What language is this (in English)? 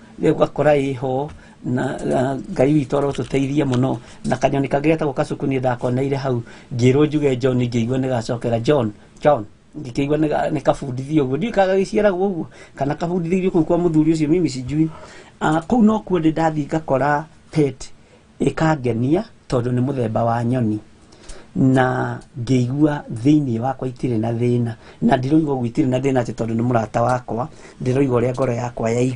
Kikuyu